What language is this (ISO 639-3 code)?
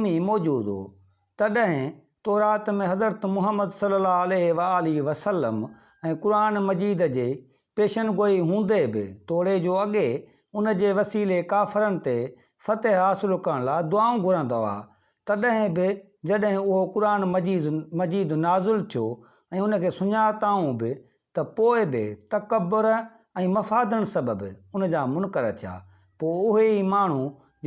snd